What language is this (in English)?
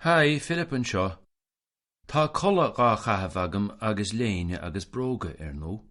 Irish